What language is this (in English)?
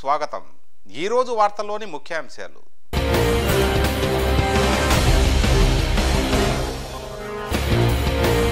Telugu